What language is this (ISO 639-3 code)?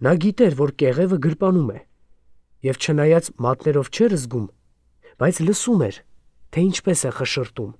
hye